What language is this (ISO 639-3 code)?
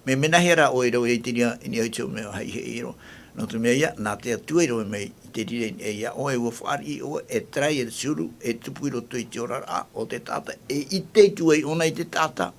tah